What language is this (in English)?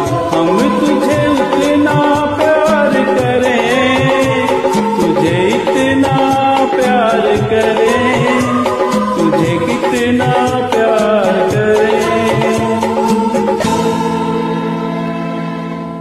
Hindi